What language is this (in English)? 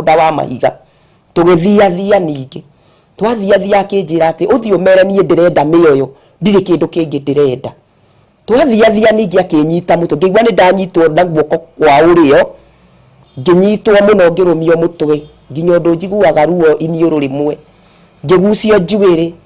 Kikuyu